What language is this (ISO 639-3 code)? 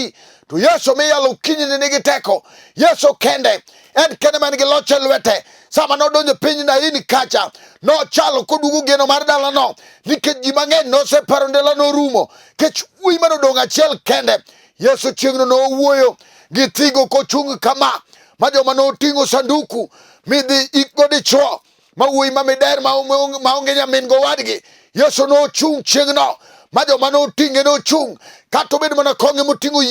luo